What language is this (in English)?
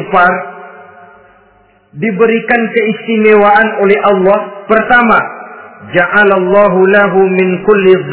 Indonesian